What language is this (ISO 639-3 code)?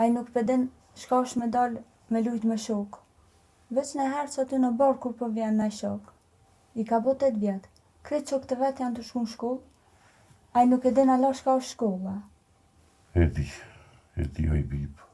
sqi